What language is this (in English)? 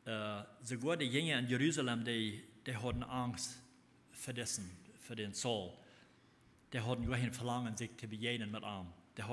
Plautdietsch